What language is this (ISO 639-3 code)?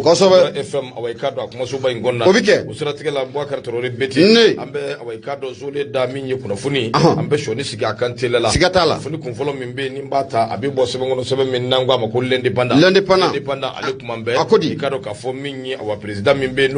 bam